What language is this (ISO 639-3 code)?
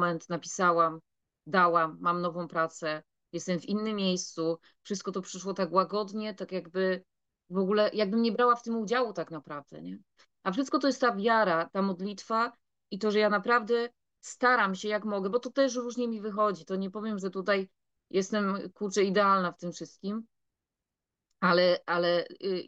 pol